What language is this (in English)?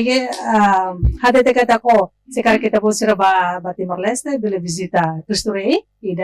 Tetum